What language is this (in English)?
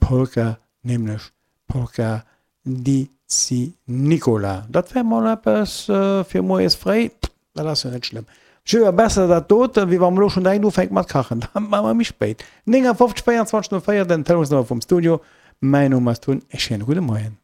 Luxembourgish